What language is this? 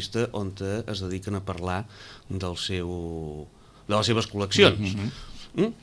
Catalan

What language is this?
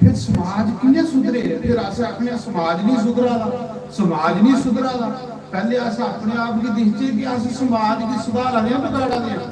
Dogri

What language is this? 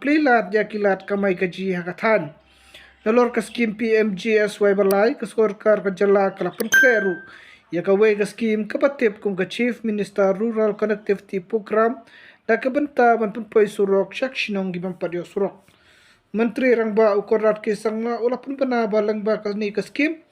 Khasi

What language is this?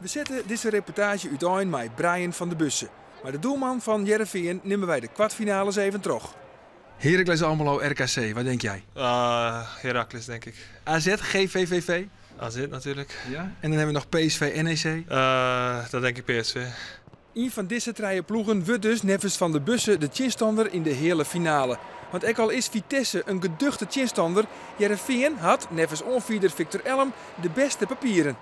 Western Frisian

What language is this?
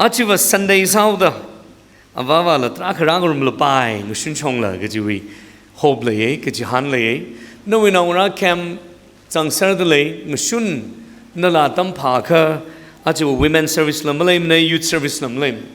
Tangkhul Naga (India)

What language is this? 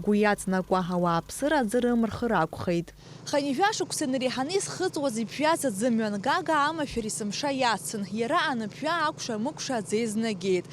Abkhazian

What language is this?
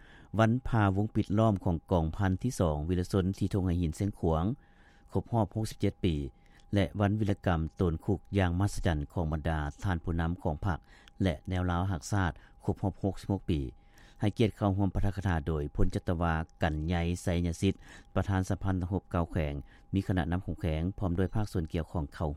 Lao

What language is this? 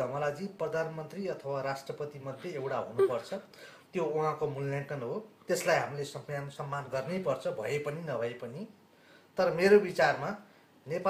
Nepali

